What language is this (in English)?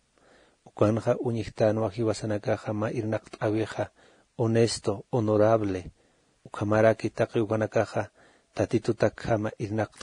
Aymara